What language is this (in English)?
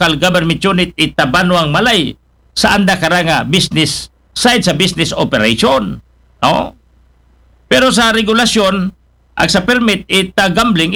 Aklanon